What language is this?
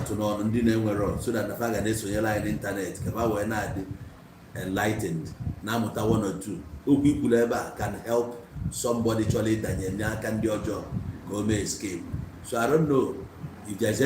Igbo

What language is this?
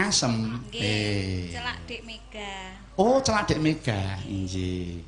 Javanese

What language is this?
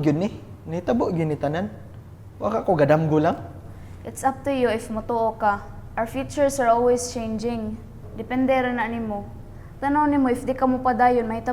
Cebuano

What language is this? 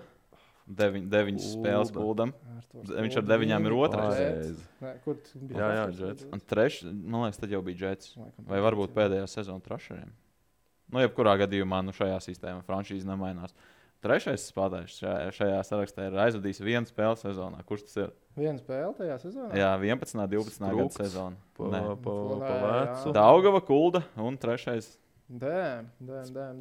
Latvian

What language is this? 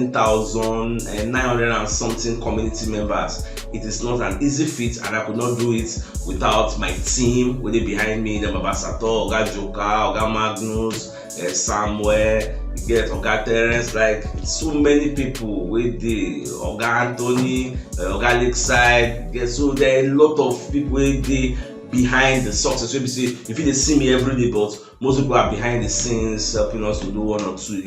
Nigerian Pidgin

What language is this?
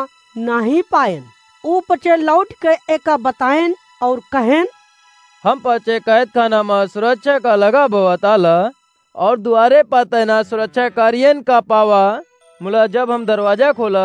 Awadhi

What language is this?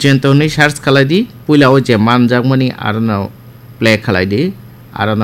Kok Borok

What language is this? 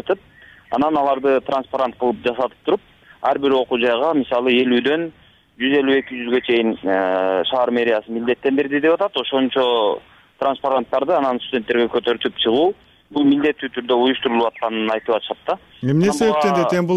Kyrgyz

